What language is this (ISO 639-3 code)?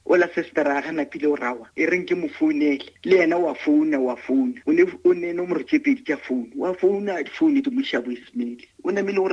nso